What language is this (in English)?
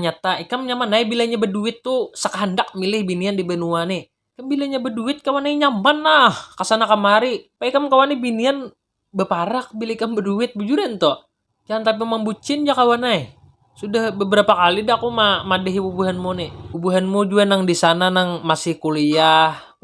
Banjar